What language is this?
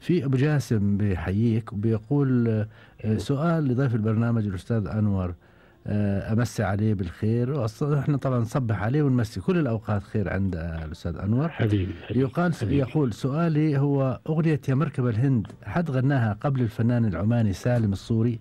Gulf Arabic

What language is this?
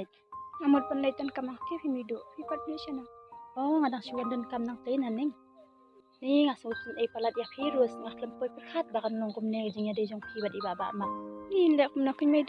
Khasi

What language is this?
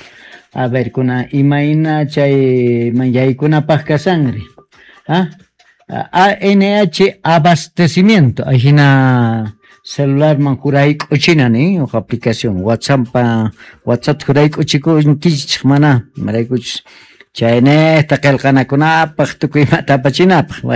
Quechua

